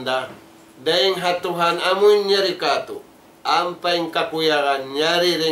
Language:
Tausug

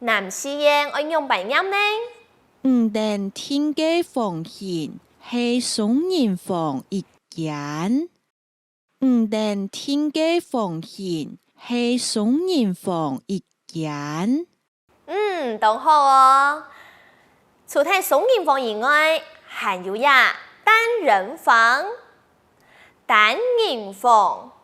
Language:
Hakka Chinese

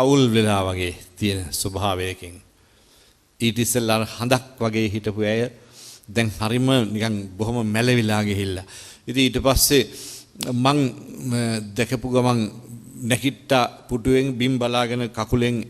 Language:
Sinhala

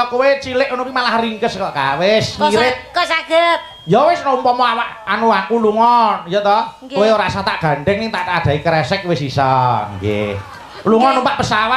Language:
Javanese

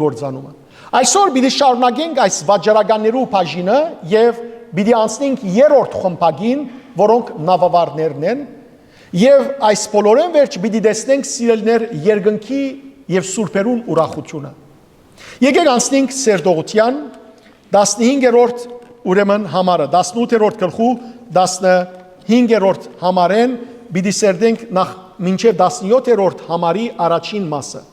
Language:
Western Armenian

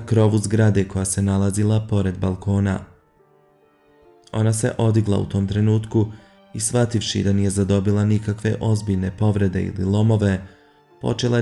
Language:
Bosnian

